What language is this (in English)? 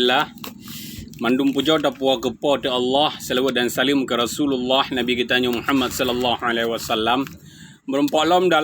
Achinese